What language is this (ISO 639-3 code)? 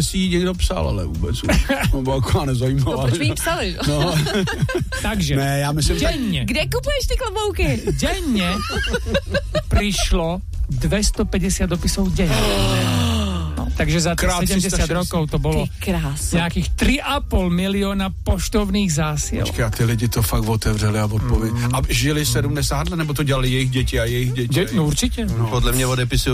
ces